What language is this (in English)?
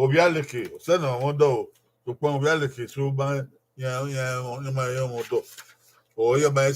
Bini